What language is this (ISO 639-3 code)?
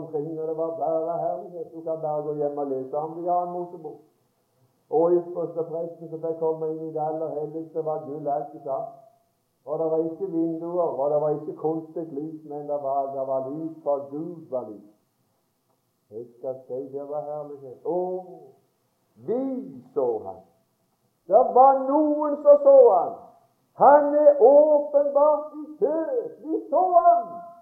nor